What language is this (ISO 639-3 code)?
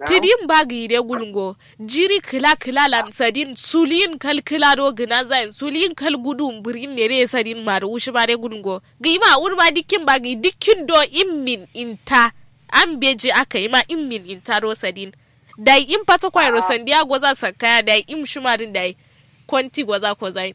kau